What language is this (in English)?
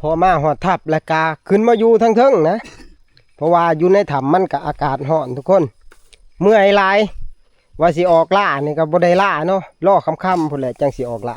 Northeastern Thai